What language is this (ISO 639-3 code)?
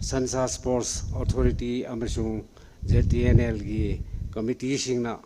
nmf